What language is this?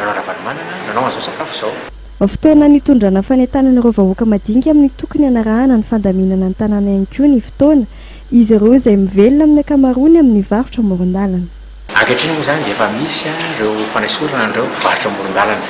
Malagasy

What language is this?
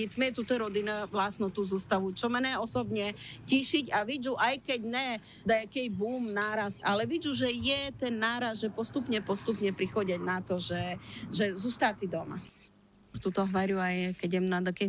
Rusyn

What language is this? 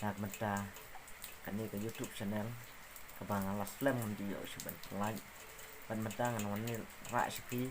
Khasi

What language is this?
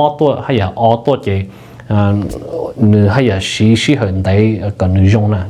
Hmong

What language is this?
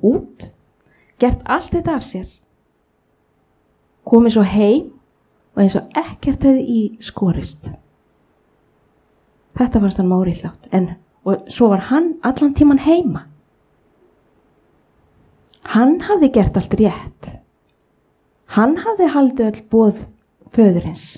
Icelandic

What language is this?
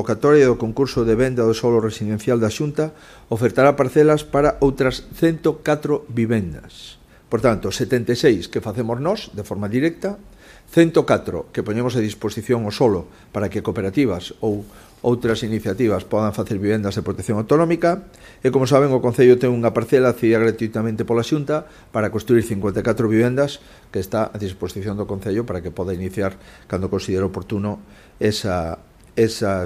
Galician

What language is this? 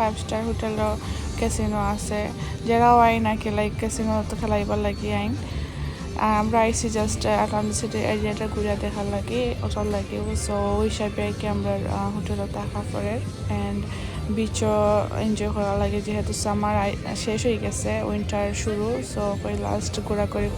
Sylheti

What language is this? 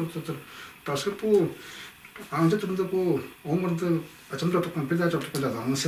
Tuvinian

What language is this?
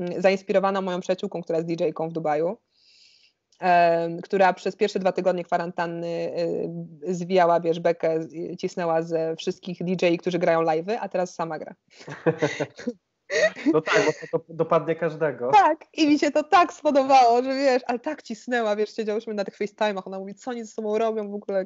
Polish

